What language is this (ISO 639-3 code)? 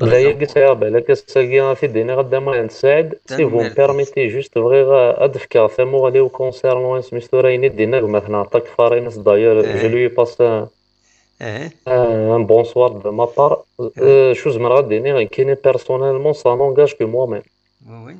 kab